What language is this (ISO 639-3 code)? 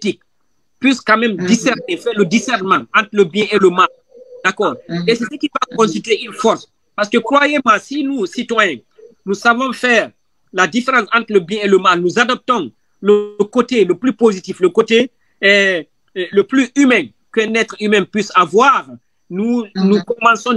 fra